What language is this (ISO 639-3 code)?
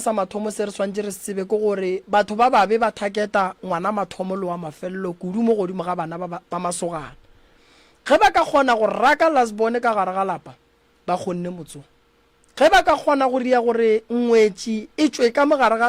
nso